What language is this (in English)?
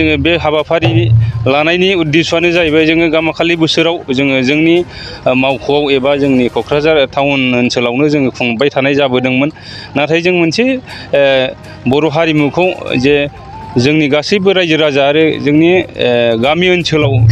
Bodo